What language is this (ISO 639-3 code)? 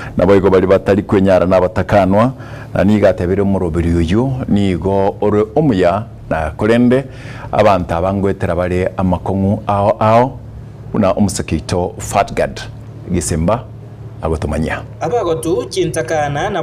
guz